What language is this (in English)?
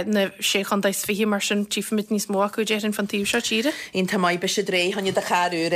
Irish